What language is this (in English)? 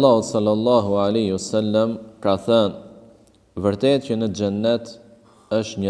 Albanian